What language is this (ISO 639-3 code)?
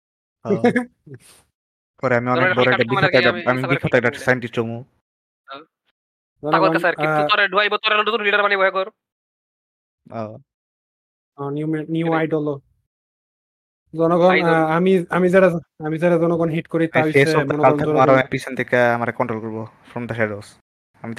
ben